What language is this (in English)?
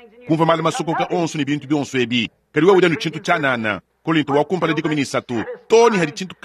Luba-Lulua